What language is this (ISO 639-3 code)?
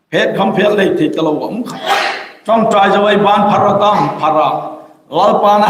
hmr